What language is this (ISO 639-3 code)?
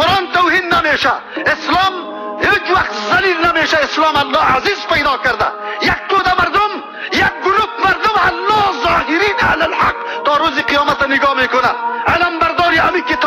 fas